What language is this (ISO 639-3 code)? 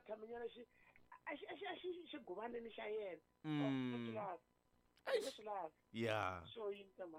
tso